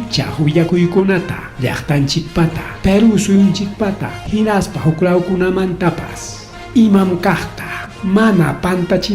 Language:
Ayacucho Quechua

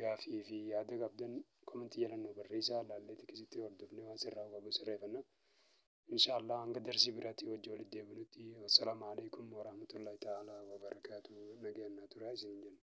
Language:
Oromo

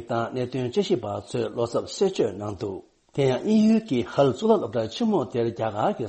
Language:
Tibetan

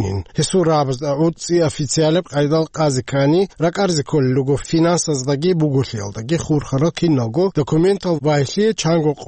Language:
Avaric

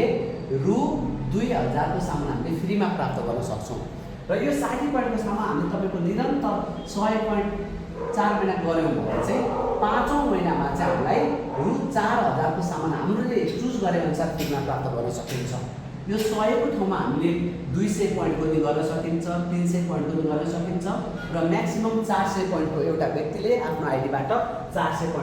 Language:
Nepali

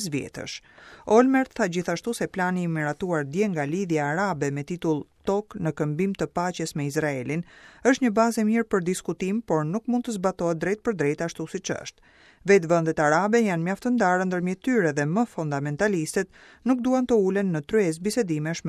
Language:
Albanian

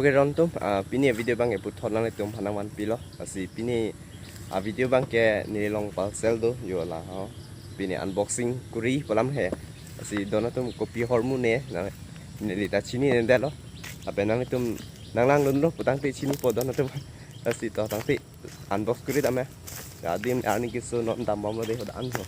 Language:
Karbi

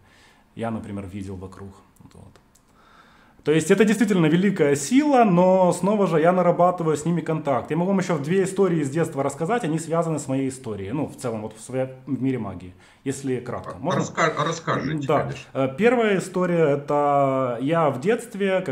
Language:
Russian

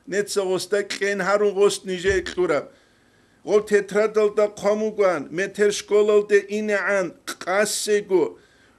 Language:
Avaric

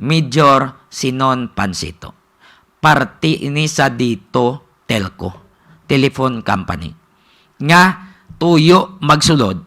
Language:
Hiligaynon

